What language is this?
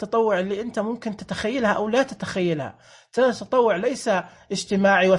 Najdi Arabic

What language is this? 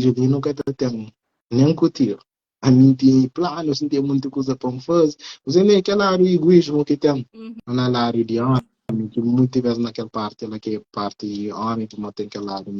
Kabuverdianu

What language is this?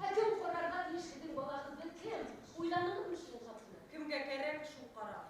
Bashkir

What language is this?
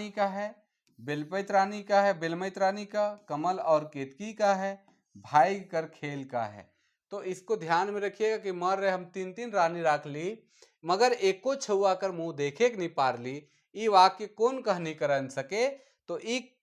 Sadri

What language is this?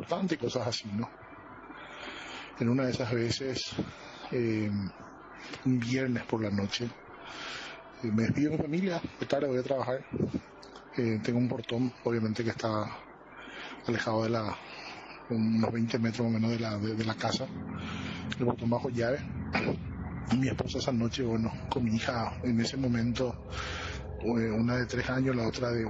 Spanish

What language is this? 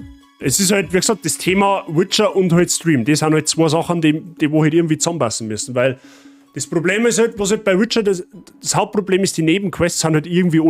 Bavarian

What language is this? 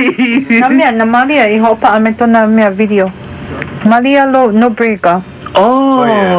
Hawaiian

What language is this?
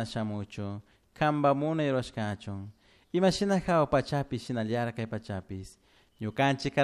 Chimborazo Highland Quichua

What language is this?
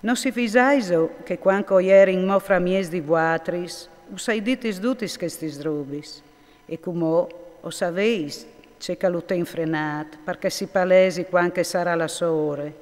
Friulian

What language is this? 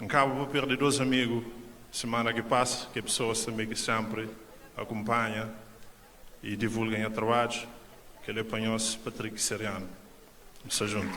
Kabuverdianu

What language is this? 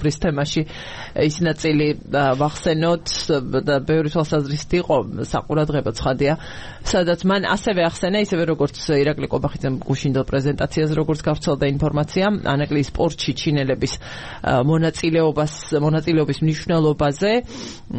Georgian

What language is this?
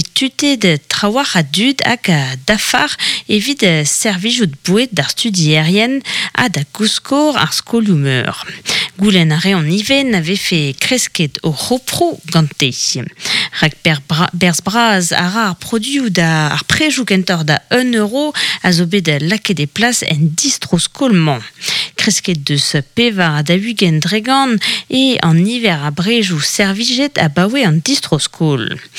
Breton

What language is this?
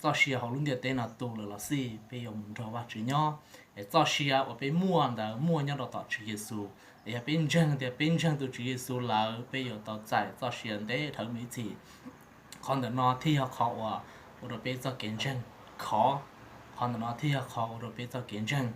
Hmong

